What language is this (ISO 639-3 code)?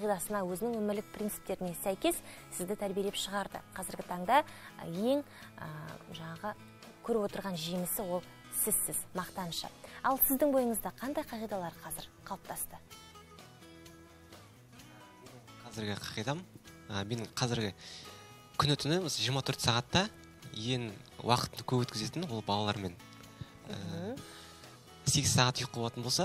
kaz